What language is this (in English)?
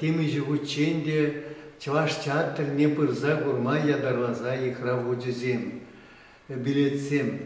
Chuvash